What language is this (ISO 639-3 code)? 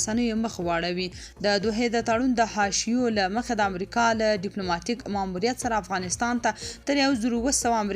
pus